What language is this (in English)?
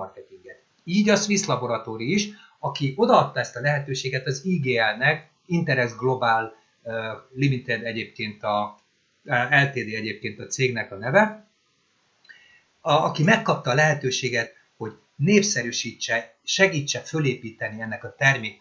Hungarian